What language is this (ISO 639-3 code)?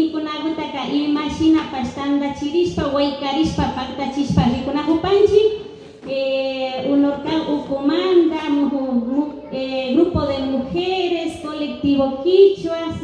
qvi